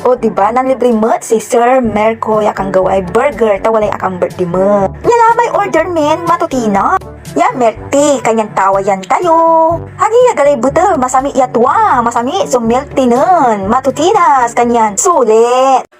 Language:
Pangasinan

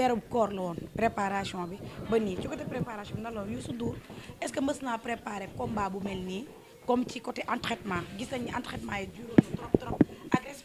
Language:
Wolof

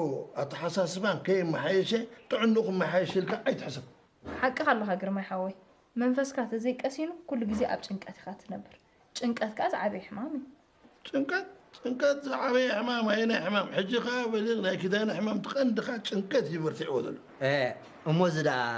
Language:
Tigrinya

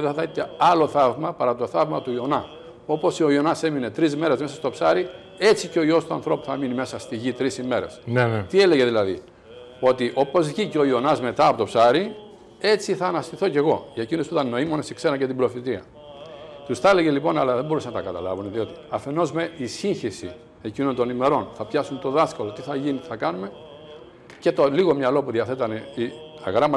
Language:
Greek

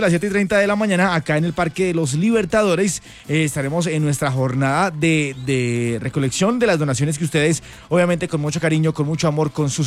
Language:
Spanish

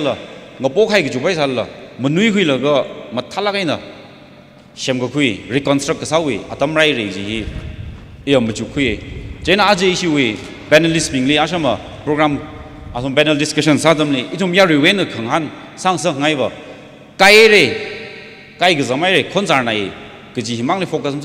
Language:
Tangkhul Naga (India)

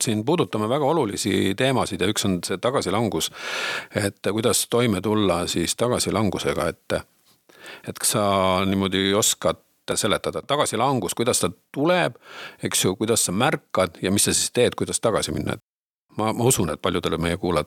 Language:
Estonian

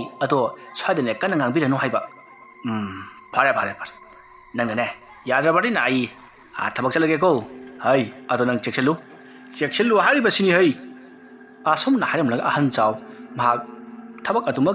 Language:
Manipuri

